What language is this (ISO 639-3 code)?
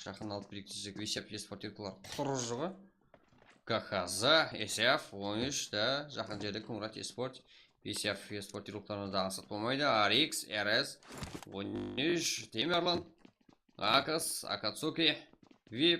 kaa